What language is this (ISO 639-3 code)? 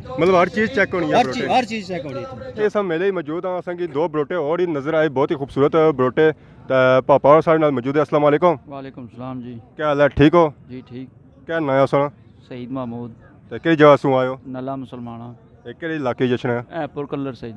phr